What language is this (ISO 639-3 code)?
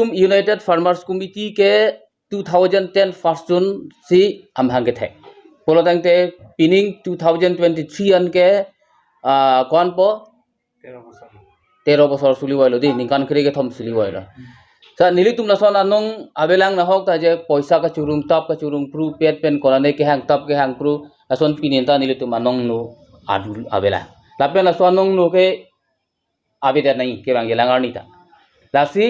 mjw